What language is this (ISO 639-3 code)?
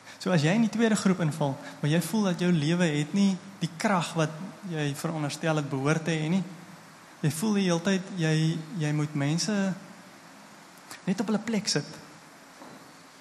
afr